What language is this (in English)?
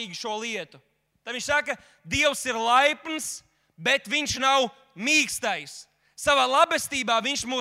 Latvian